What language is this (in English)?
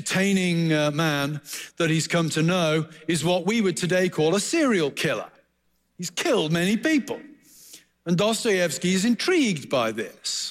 English